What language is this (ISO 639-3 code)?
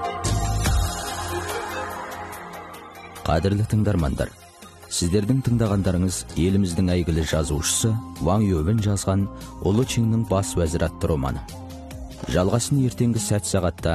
kaz